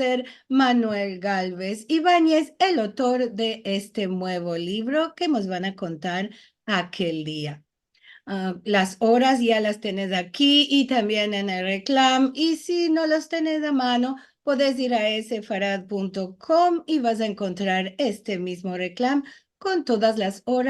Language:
Ladino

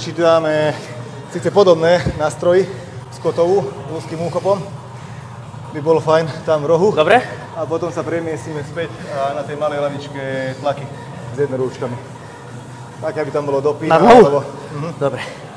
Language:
Slovak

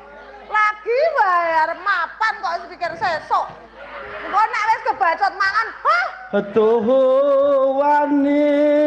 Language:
Javanese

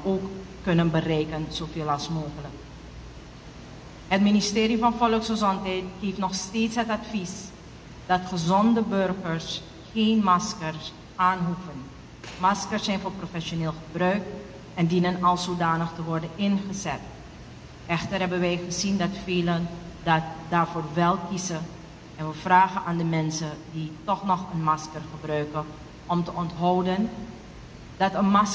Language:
Dutch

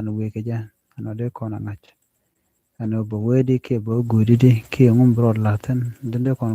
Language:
Nuer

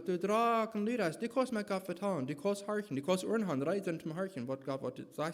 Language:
Plautdietsch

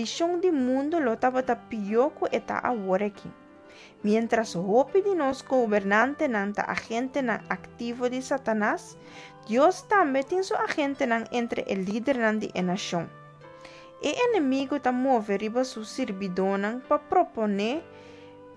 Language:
Papiamento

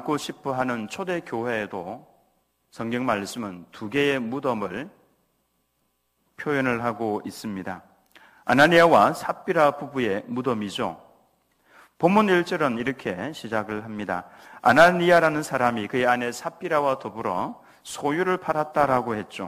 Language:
Korean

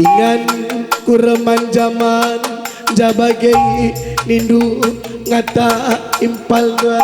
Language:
Batak Karo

